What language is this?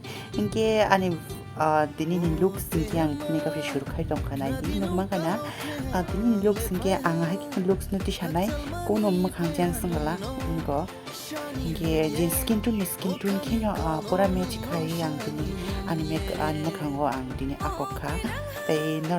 Kok Borok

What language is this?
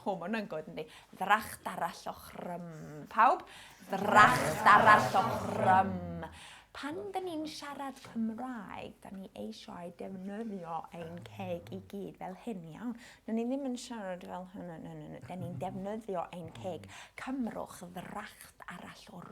Welsh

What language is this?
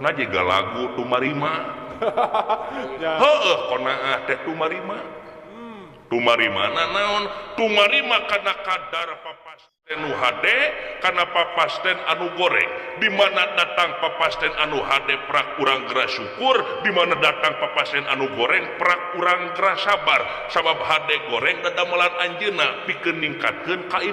Sundanese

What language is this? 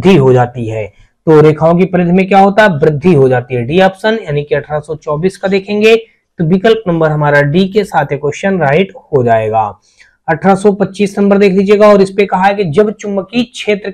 Hindi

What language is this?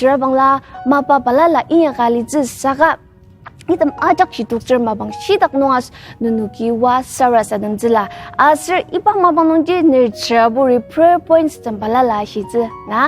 Ao Naga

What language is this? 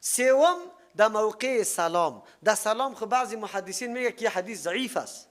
Persian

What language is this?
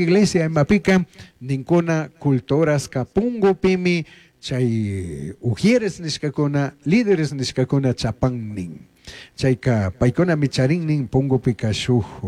Chimborazo Highland Quichua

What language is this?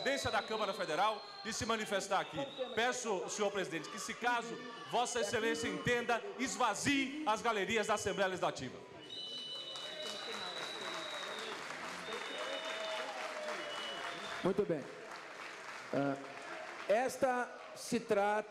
Portuguese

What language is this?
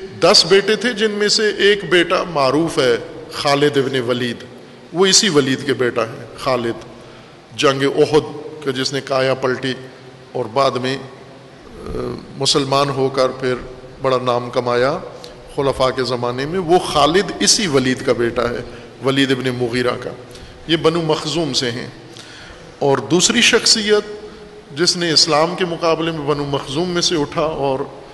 Urdu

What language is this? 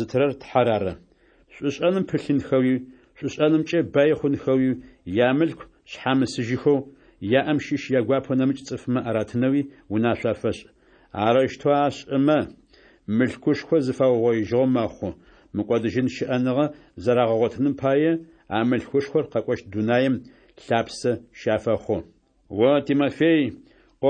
Adyghe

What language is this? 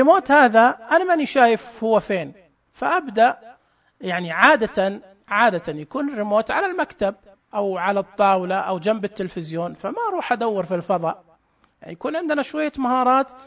Najdi Arabic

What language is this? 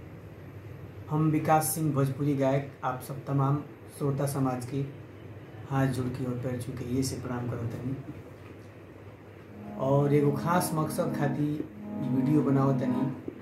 Bhojpuri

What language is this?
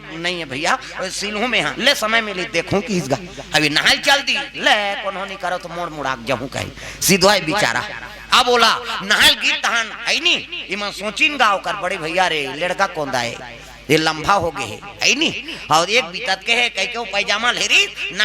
Chhattisgarhi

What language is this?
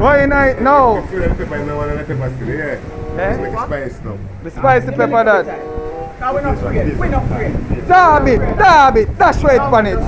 Jamaican Creole English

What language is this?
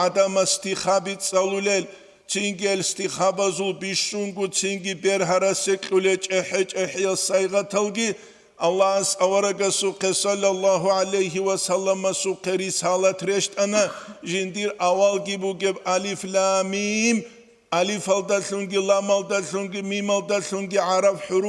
Avaric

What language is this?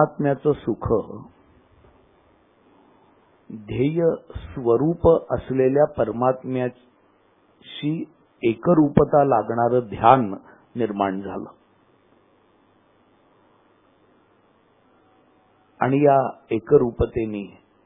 Marathi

